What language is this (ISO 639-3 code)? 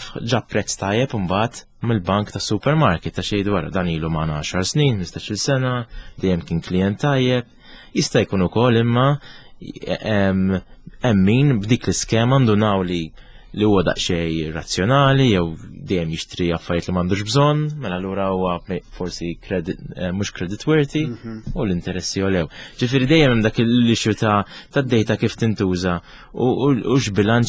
mlt